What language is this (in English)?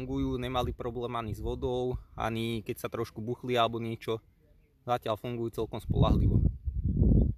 Slovak